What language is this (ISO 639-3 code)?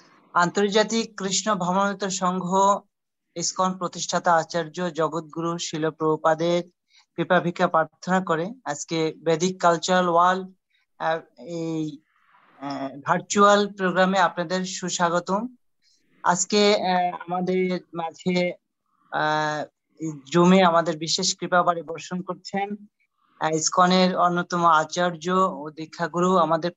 ben